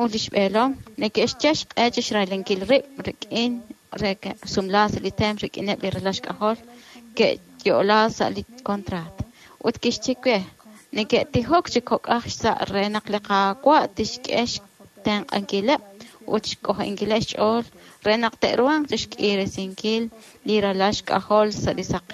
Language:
Kekchí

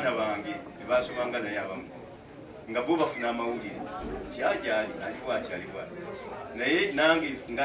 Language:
Ganda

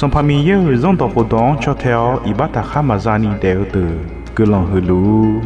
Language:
Akha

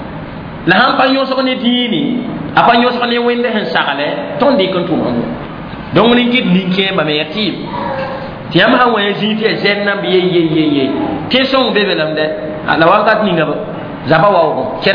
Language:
Mossi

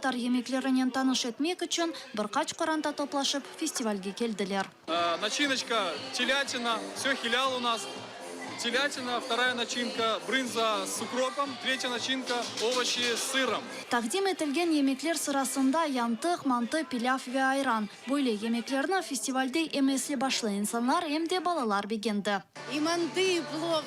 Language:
Crimean Tatar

